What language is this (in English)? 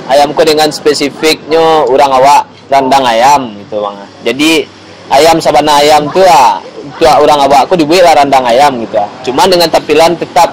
Minangkabau